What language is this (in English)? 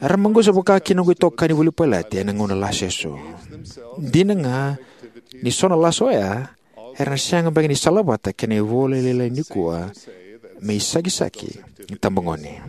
Fijian